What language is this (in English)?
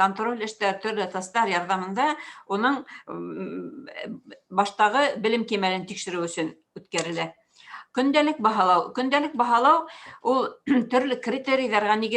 Bashkir